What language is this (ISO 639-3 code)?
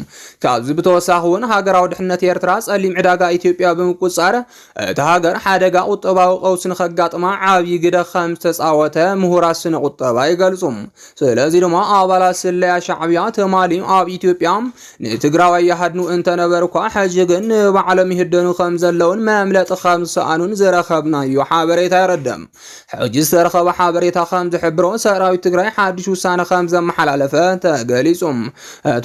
tir